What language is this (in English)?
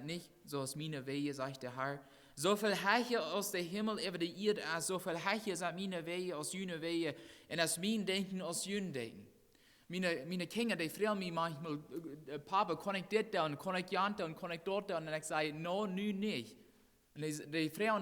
Plautdietsch